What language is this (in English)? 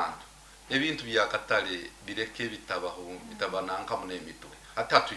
Nyoro